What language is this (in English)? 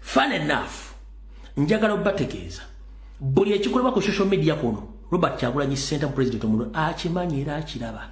Ganda